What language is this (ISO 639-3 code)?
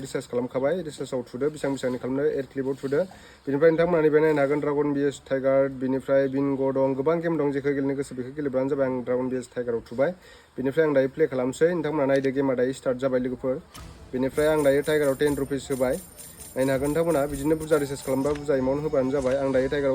brx